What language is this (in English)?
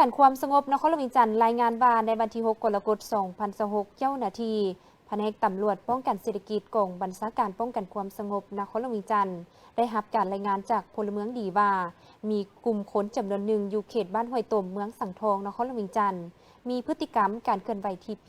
Lao